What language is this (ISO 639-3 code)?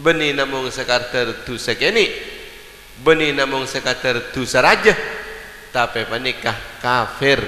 mad